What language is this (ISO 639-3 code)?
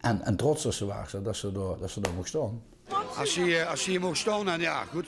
lim